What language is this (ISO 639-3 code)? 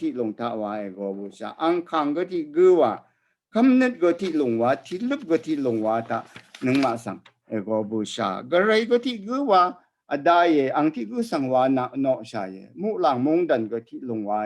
raw